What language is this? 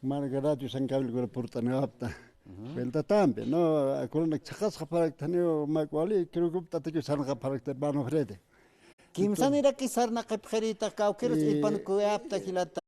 Aymara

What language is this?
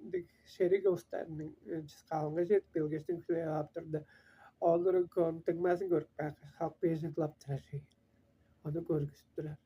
Tuvinian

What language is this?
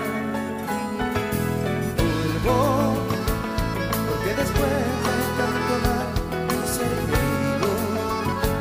Spanish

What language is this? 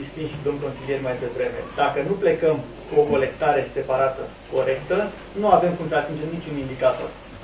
Romanian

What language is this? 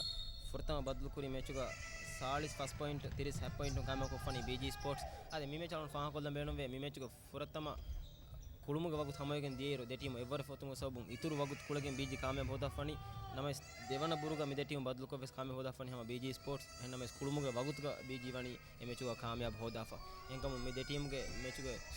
Divehi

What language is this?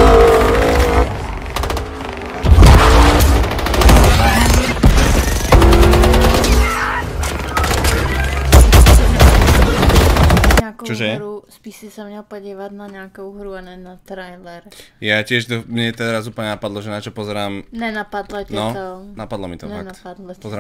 Slovak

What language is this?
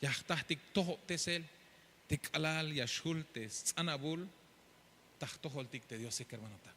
Tzeltal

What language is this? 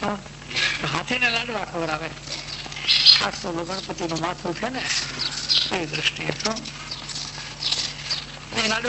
Gujarati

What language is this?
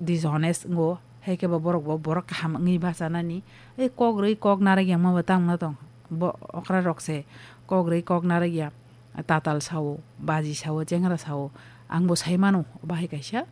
Kok Borok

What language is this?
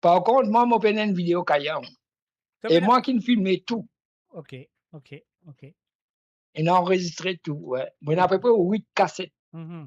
Morisyen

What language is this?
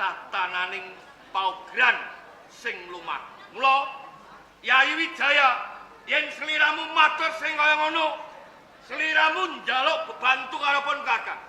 Javanese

